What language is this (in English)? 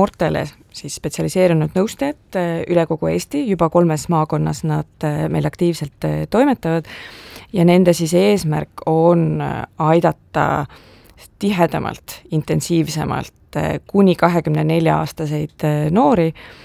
Estonian